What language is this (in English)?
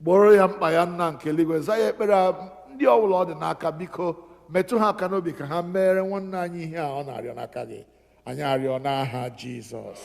Igbo